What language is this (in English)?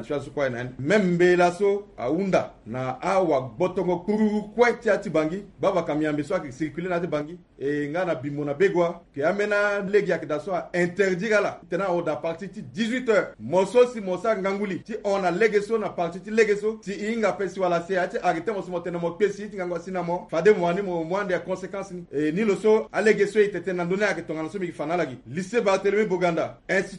Sango